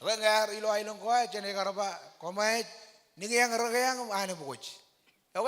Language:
Marshallese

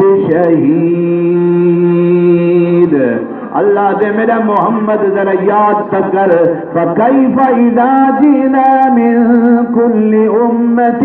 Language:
Saraiki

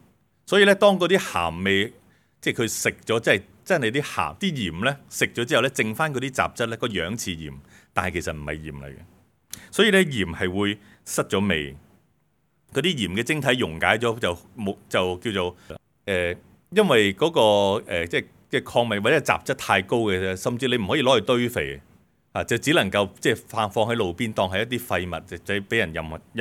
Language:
Cantonese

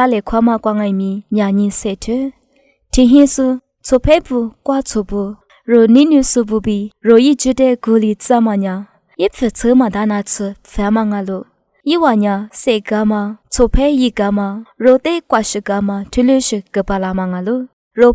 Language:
Lisu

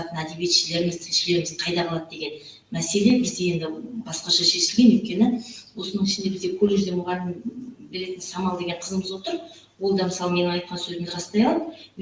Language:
Bashkir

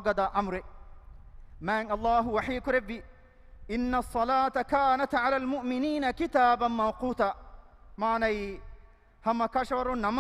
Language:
Divehi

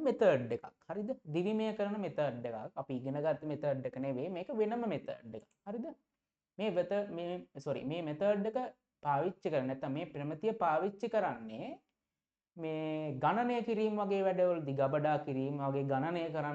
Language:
Sinhala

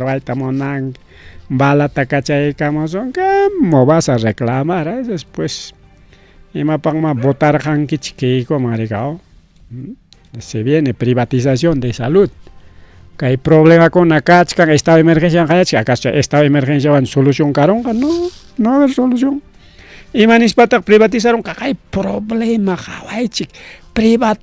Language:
Ayacucho Quechua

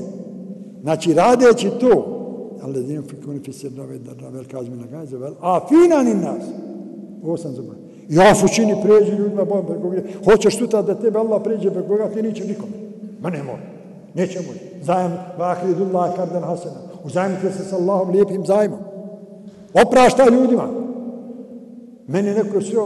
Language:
Bosnian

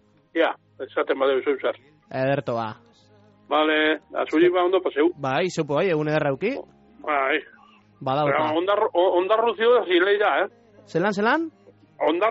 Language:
Basque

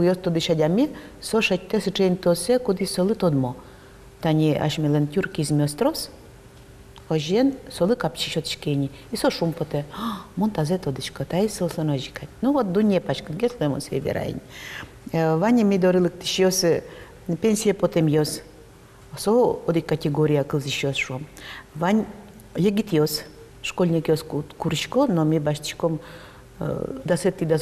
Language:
Udmurt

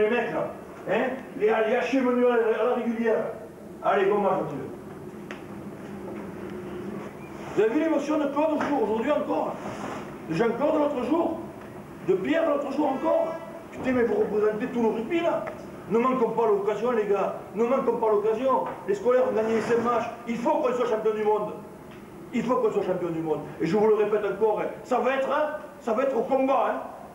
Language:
French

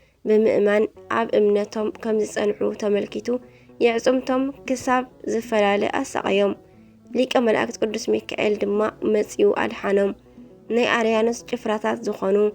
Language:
Tigrinya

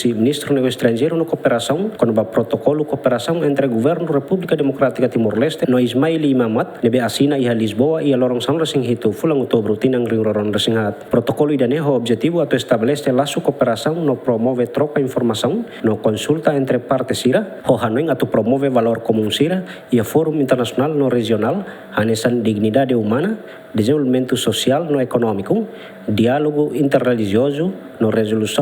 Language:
Tetum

